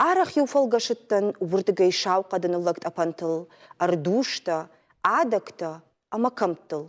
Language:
Ossetic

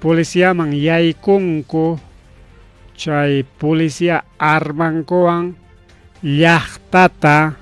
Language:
Ayacucho Quechua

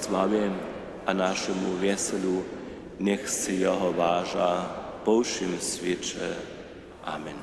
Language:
Upper Sorbian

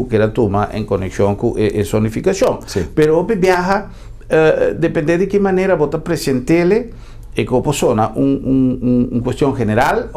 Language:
Papiamento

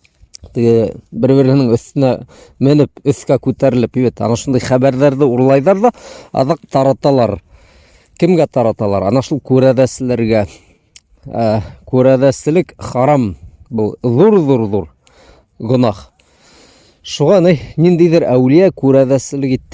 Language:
Bashkir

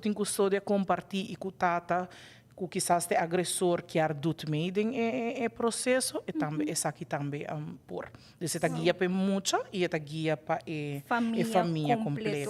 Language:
Papiamento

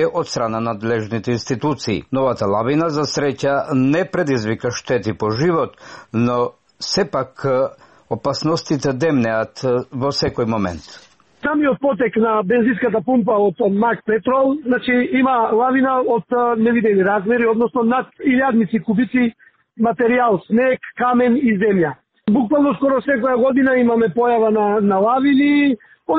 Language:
Macedonian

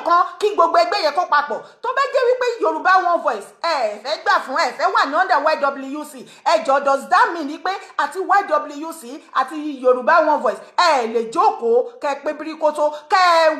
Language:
Yoruba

